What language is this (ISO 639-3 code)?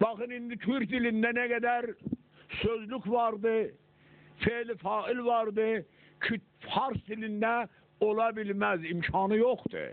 azb